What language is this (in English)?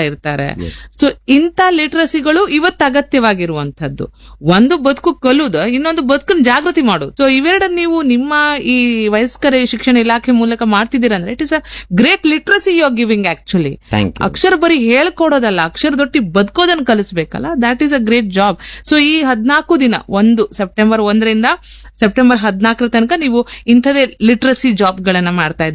Kannada